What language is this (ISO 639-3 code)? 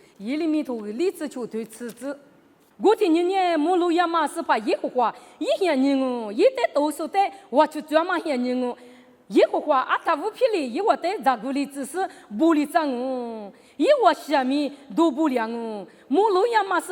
lis